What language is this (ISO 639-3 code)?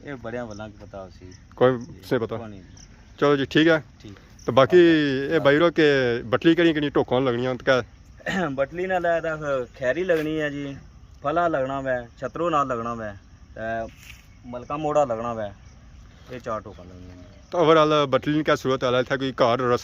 phr